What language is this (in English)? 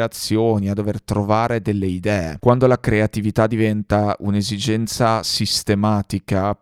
Italian